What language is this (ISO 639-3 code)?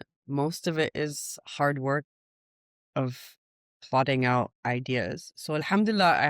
acm